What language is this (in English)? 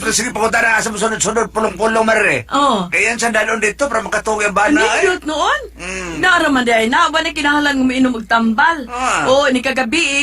Cebuano